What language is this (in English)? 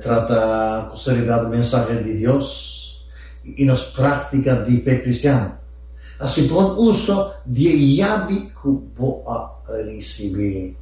Papiamento